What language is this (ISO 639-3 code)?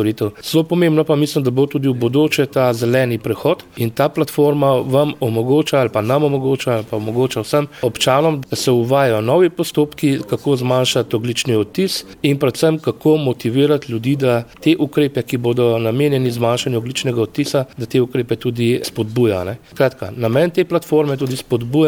slv